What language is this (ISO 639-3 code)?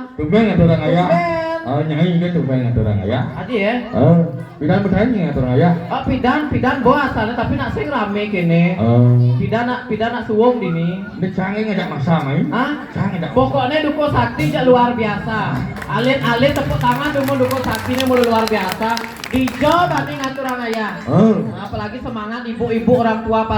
ban